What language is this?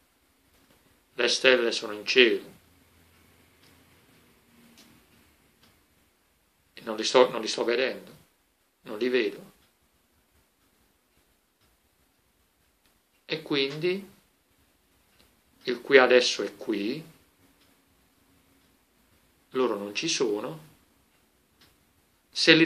Italian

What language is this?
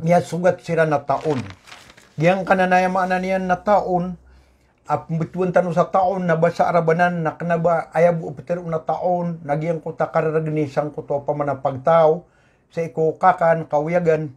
Maranao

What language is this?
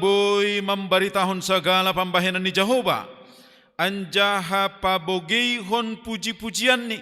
Batak Simalungun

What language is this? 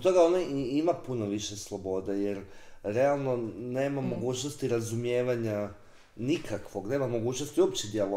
Croatian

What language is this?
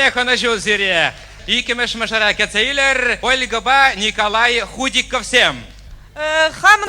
Chuvash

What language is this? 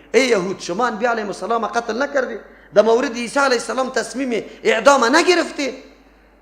Persian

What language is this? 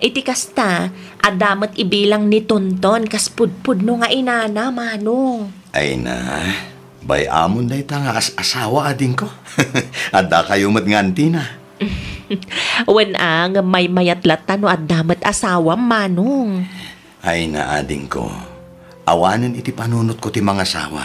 Iloko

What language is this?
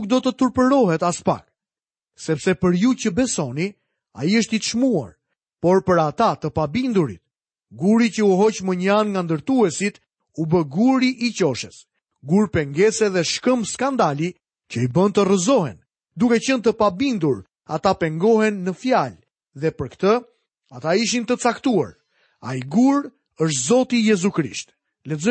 Albanian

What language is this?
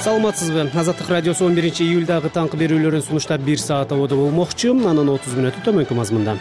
Kyrgyz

